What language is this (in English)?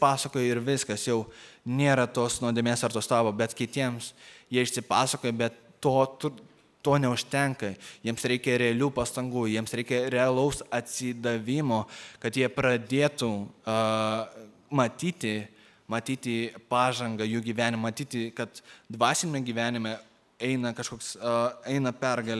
Lithuanian